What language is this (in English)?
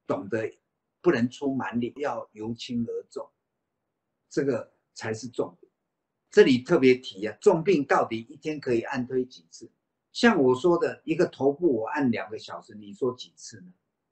Chinese